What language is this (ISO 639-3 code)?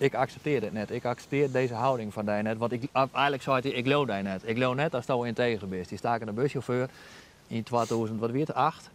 fry